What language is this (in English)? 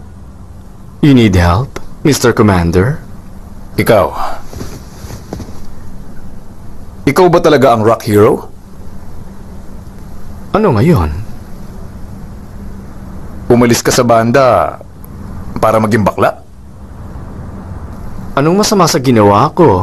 Filipino